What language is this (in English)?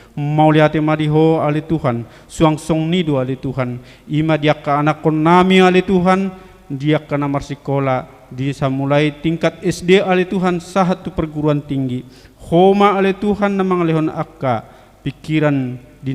Batak Toba